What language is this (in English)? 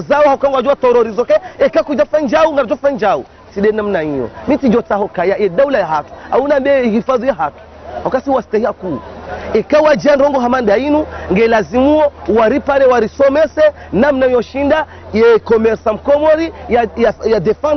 Ngazidja Comorian